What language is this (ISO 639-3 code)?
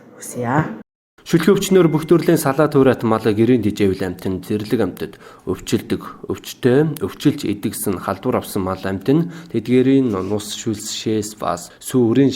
mon